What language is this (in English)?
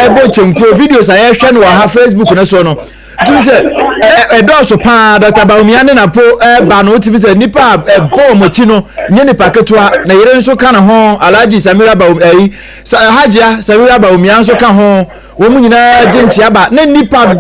Akan